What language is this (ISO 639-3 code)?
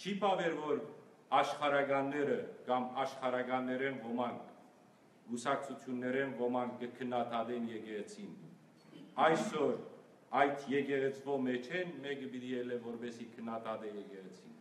hyw